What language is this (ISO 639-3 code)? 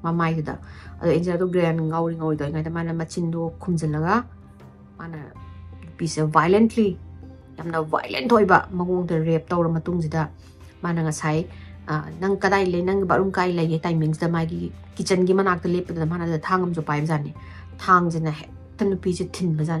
mni